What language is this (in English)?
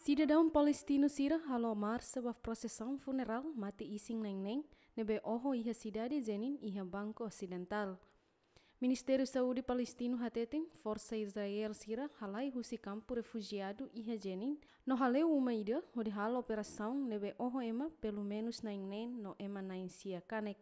Tetum